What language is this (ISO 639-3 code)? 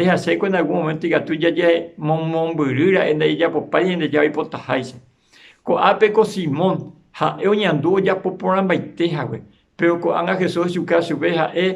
grn